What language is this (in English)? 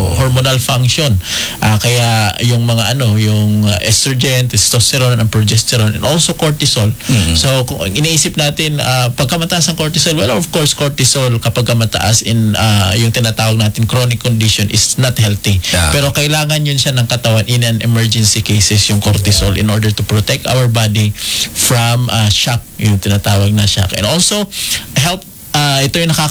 Filipino